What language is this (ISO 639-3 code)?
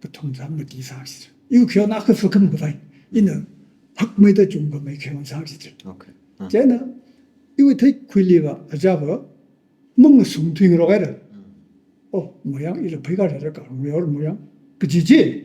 nmf